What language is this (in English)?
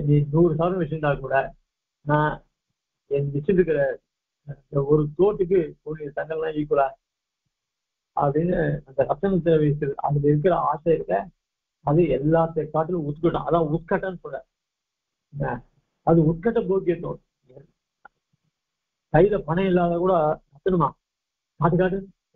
Tamil